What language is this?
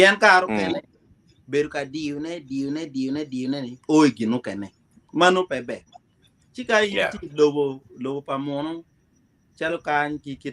Acoli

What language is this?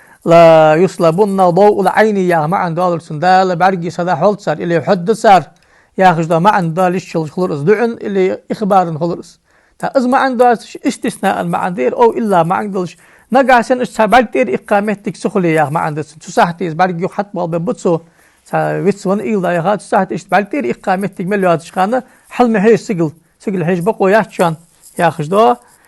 Ingush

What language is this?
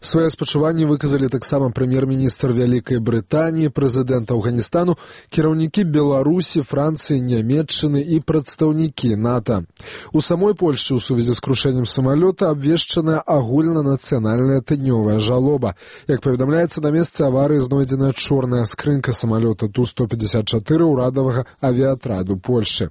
Belarusian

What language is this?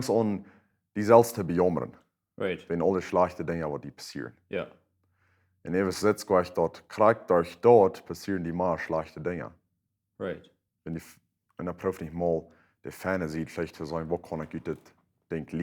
Plautdietsch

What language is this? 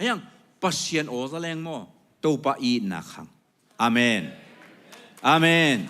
Tedim Chin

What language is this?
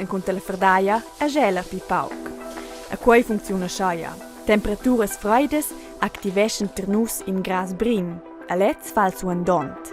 Romansh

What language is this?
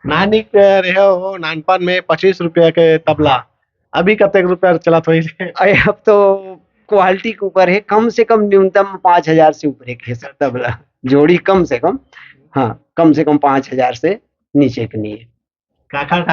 Chhattisgarhi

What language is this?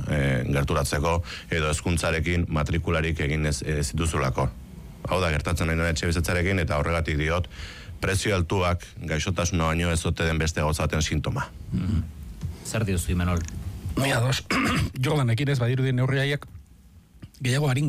Basque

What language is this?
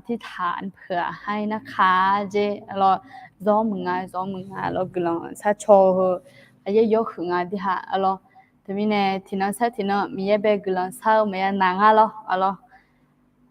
Akha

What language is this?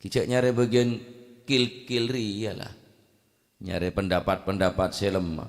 Madurese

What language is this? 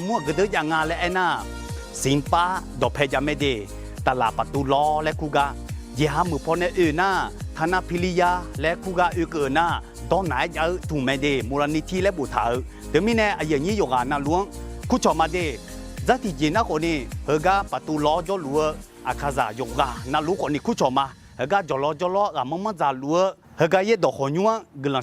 Akha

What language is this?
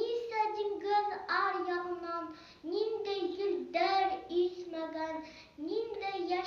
Bashkir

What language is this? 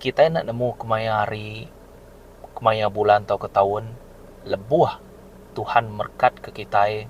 Iban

